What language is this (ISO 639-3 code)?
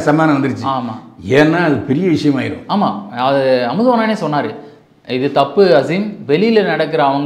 tam